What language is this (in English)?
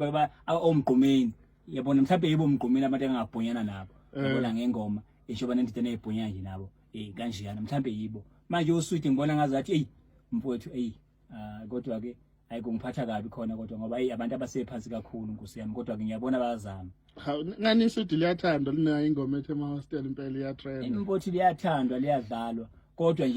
Zulu